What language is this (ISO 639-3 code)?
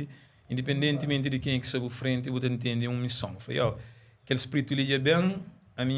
kea